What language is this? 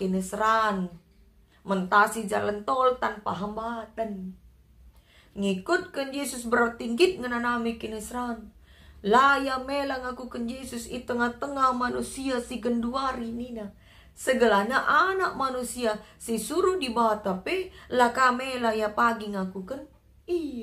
Batak Karo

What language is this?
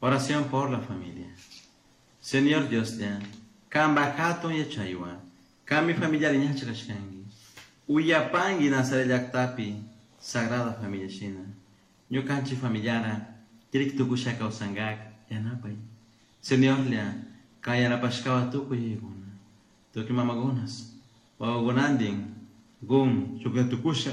Chimborazo Highland Quichua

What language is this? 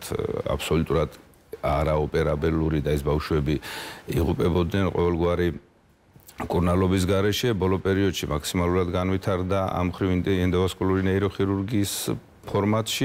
Georgian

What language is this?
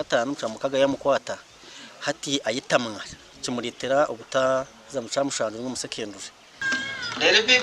Nyankole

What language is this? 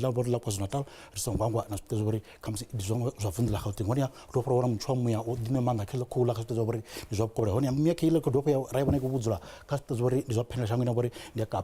Venda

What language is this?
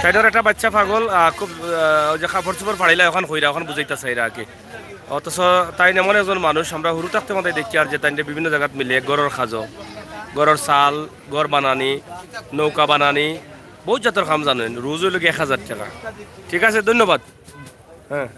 Sylheti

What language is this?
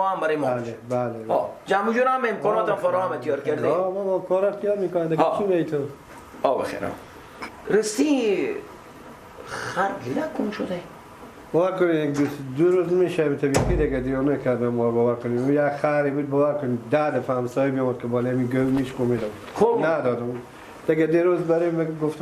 Persian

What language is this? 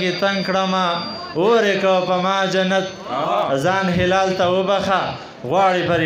Pashto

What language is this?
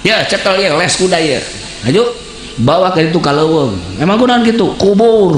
Sundanese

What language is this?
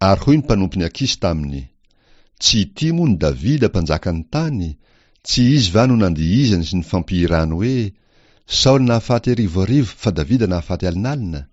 Malagasy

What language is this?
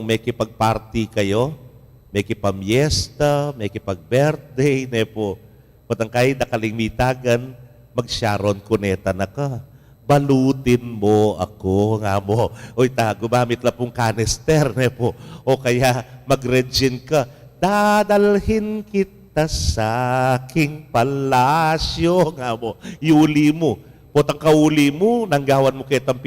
Pampanga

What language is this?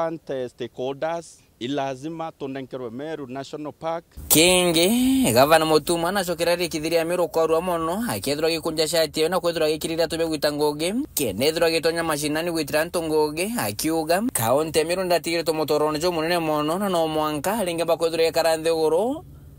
Meru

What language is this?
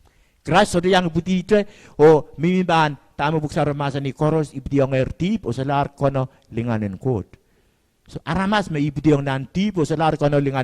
Pohnpeian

